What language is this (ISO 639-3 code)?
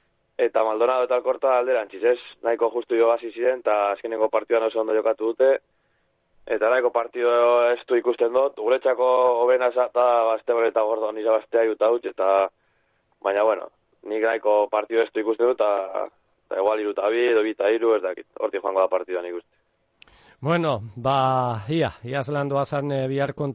eus